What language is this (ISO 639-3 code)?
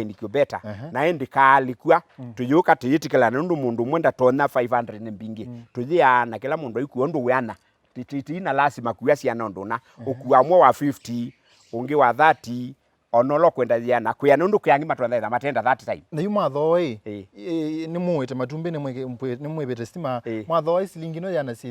kam